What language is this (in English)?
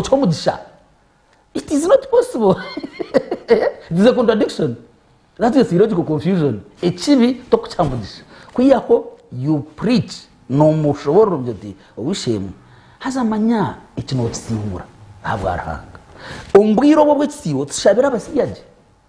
Nyankole